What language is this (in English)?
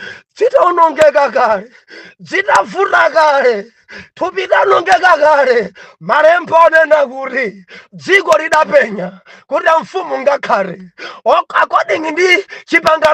Nyanja